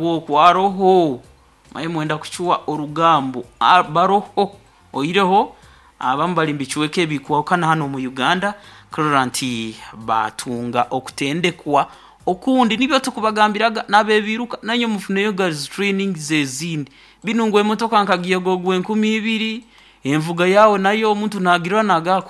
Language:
Nyoro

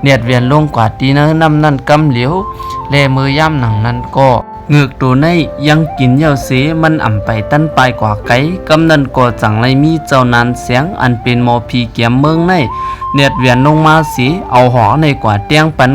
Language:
Shan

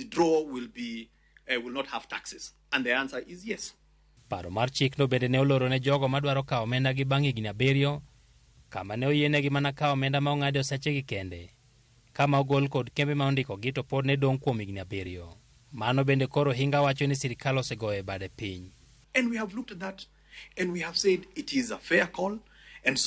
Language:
Luo (Kenya and Tanzania)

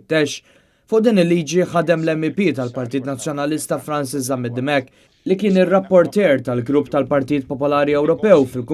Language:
Maltese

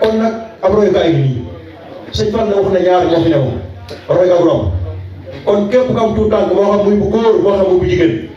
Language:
Wolof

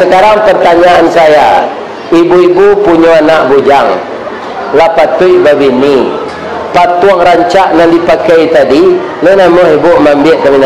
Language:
Minangkabau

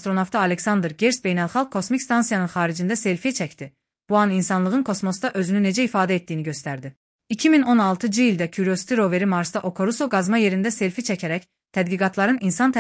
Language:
Azerbaijani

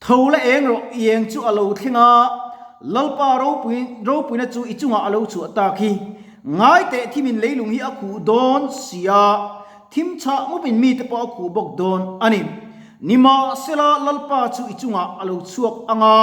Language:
Mizo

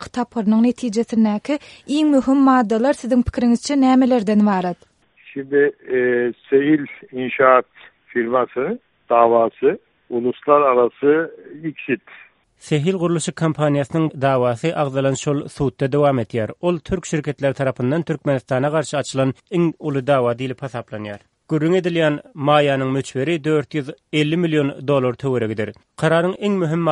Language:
Turkmen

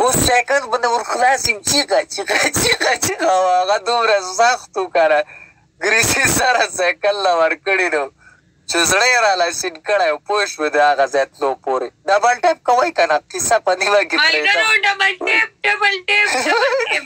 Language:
Pashto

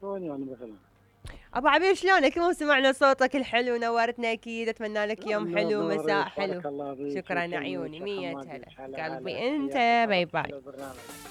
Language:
Mesopotamian Arabic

